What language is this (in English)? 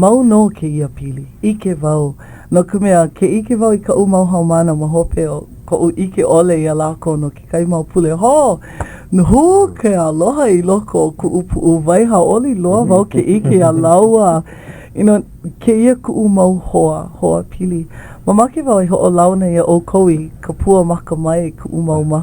Hawaiian